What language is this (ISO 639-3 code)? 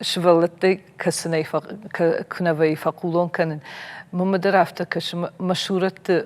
oss